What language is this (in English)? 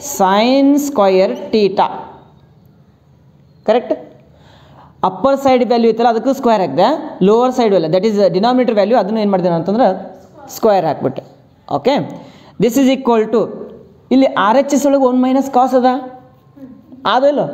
Kannada